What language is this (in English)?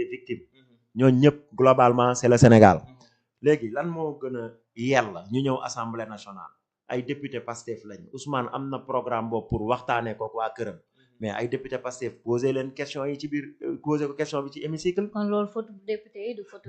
Wolof